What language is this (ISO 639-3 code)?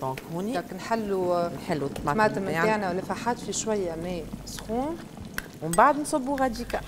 aeb